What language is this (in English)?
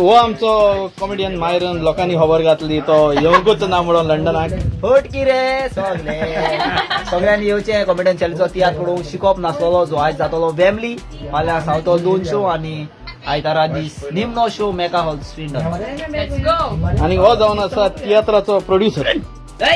Konkani